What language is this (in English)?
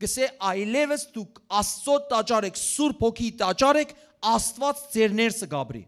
Western Armenian